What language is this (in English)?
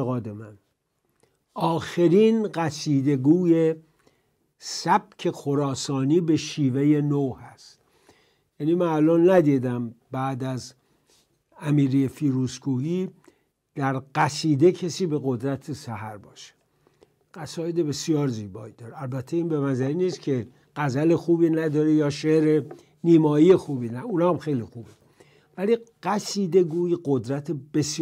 Persian